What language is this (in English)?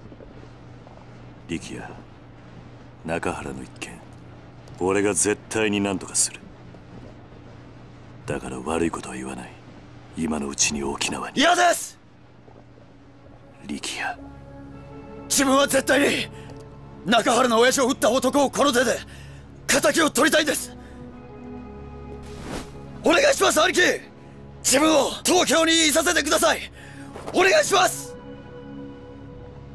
Japanese